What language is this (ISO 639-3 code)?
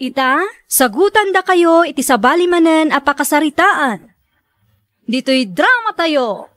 ilo